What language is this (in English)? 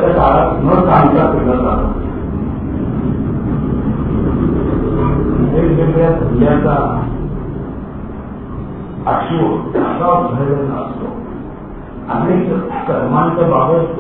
Marathi